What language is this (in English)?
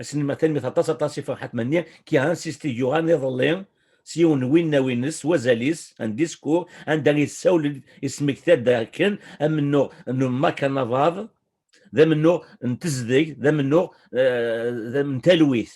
Kabyle